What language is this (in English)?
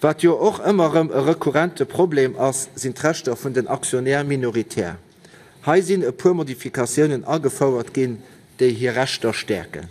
Luxembourgish